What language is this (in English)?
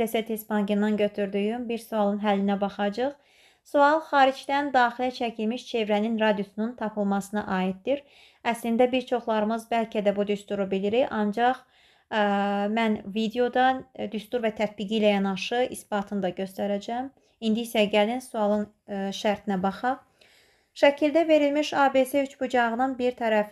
Azerbaijani